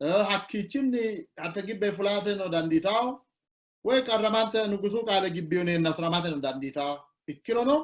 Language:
Sidamo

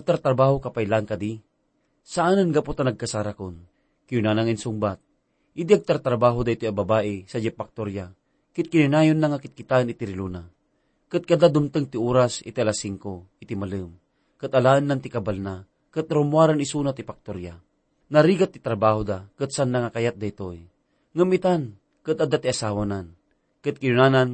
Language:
Iloko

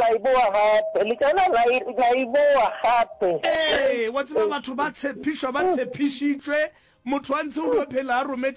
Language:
Northern Sotho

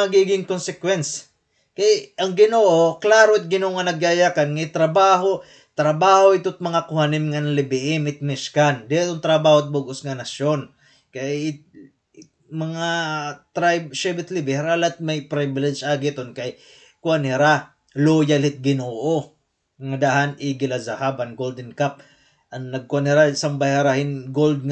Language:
Waray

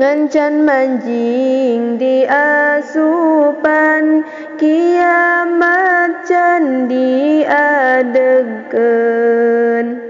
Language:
Sundanese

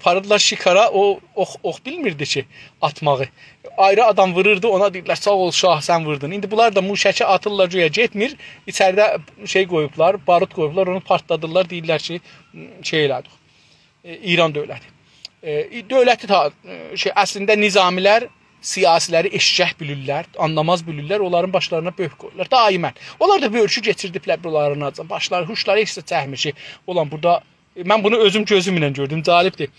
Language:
South Azerbaijani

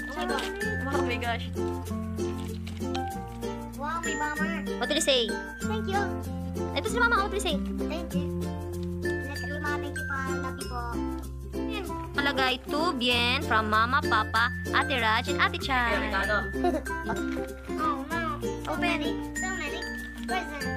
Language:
Filipino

